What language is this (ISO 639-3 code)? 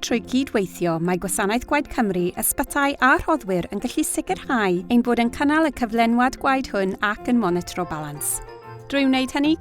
cym